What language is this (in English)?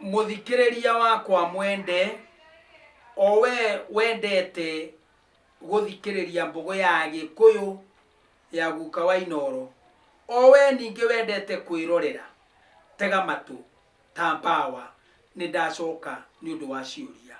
Kikuyu